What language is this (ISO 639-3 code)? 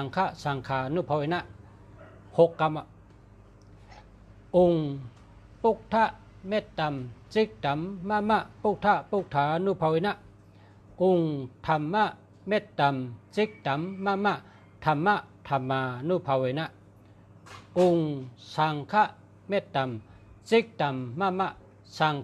shn